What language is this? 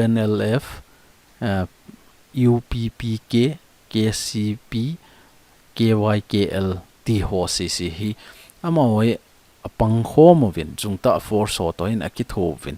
Thado Chin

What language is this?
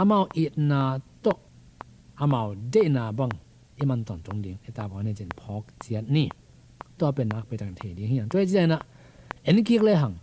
Tedim Chin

